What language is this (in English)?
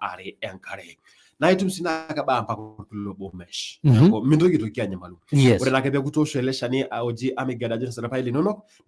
Masai